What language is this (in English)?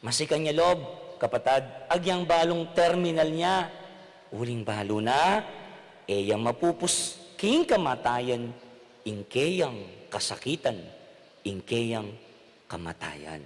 Pampanga